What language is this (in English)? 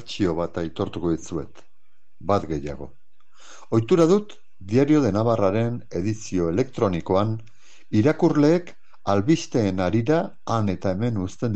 Basque